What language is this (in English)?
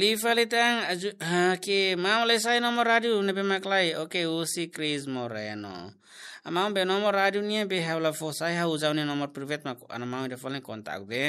Tetum